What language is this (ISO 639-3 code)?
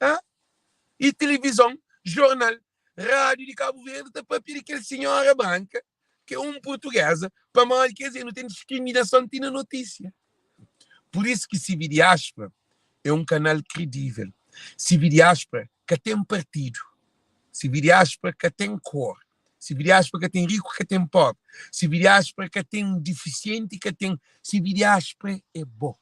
kea